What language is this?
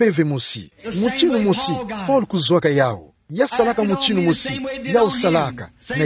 Kituba (Democratic Republic of Congo)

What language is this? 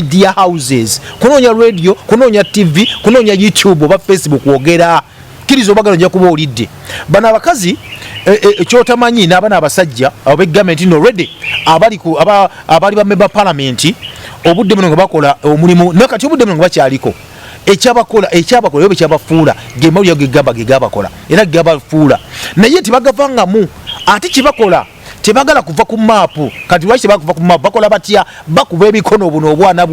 Ganda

